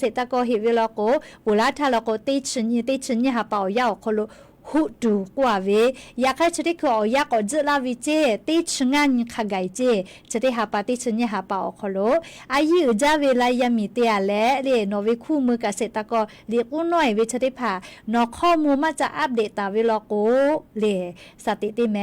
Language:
Lahu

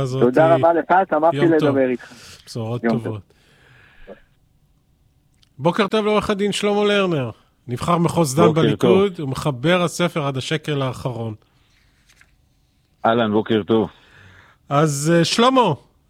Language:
Hebrew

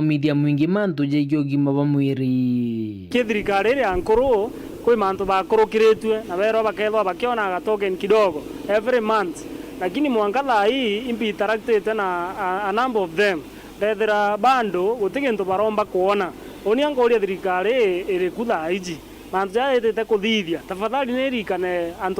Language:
Meru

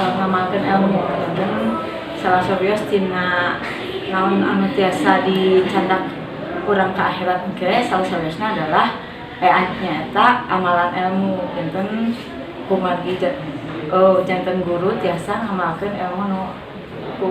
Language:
Sundanese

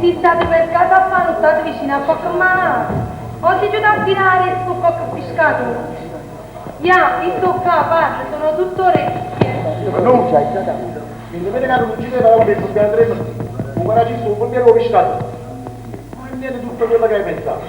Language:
Neapolitan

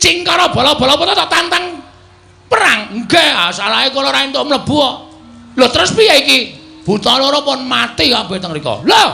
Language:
Javanese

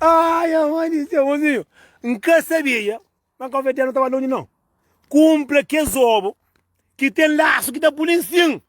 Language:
Kabuverdianu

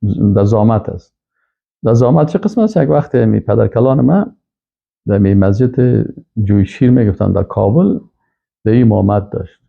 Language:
Persian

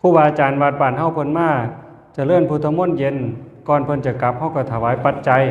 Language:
Northeastern Thai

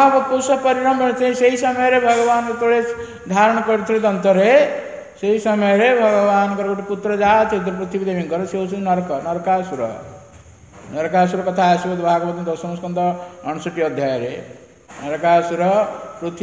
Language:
Odia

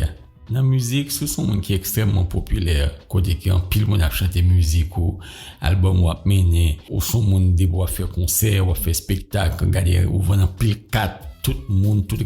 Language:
Haitian Creole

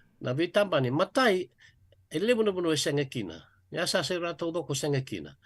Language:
Fijian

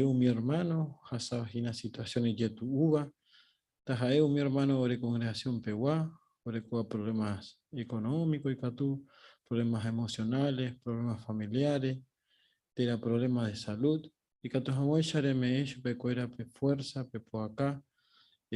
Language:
Guarani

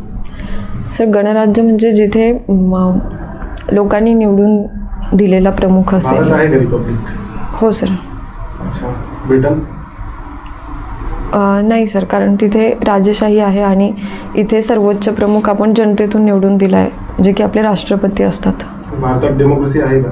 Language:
Marathi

